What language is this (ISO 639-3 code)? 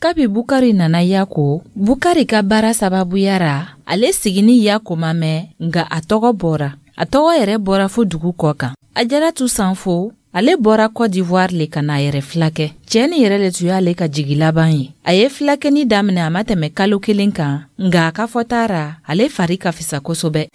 dyu